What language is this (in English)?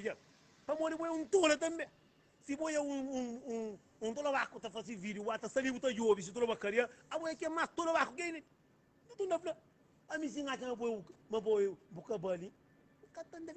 Kabuverdianu